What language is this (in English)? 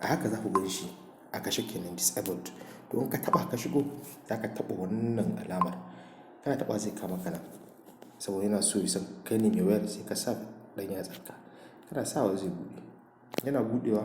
Hausa